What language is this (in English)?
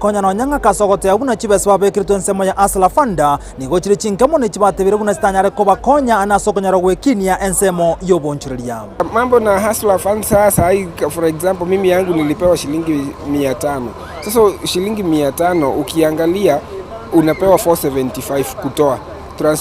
Gusii